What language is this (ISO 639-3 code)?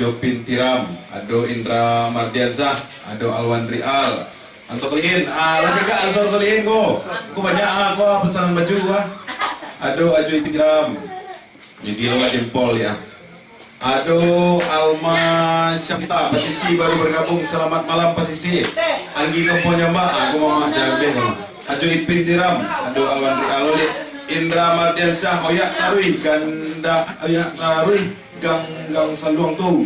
min